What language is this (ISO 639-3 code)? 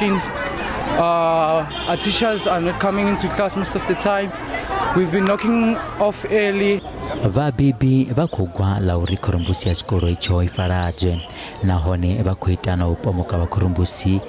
ven